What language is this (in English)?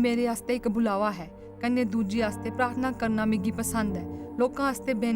Dogri